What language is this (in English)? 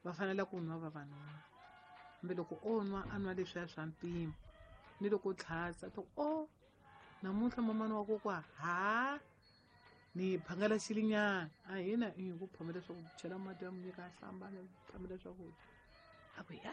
Tsonga